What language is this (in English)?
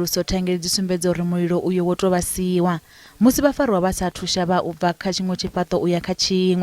Venda